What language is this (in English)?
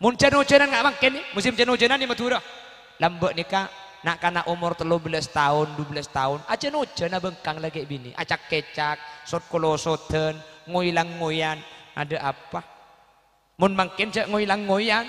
Madurese